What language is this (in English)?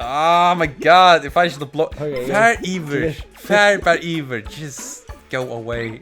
Faroese